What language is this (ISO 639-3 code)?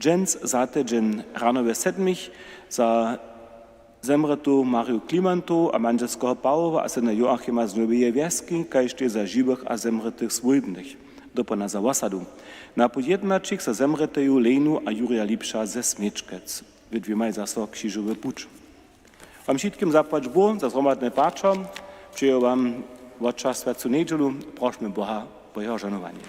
hsb